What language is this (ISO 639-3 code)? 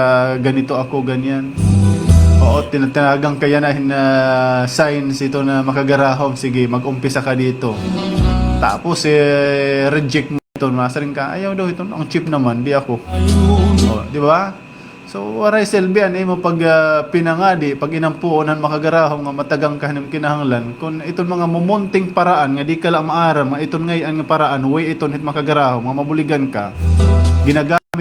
war